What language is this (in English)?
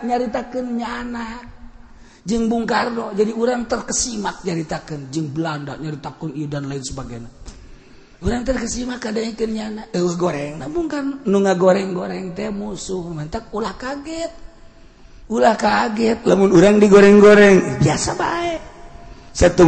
Sundanese